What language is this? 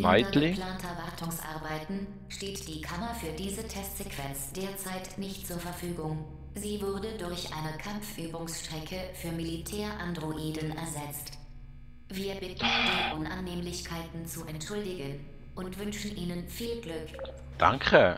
Swiss German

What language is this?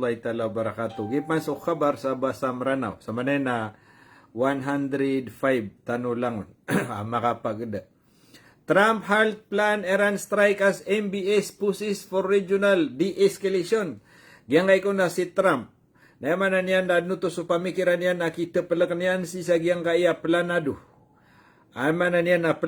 Maranao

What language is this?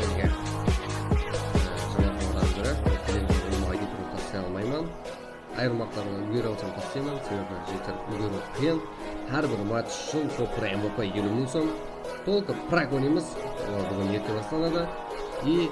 Kara-Kalpak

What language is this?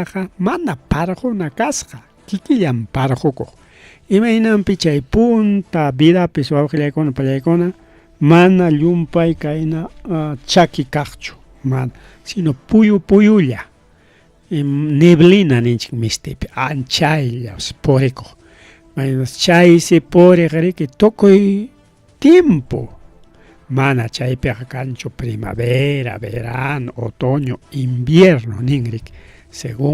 Ayacucho Quechua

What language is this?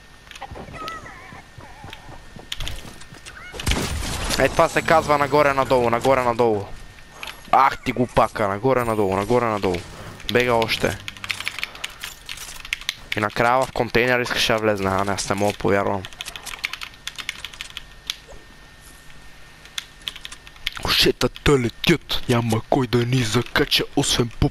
Bulgarian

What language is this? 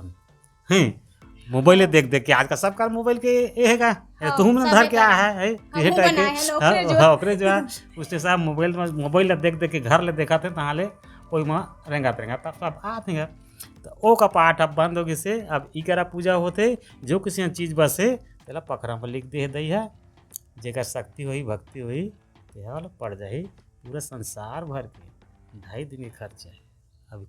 Chhattisgarhi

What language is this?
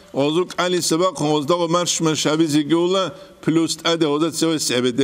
Avaric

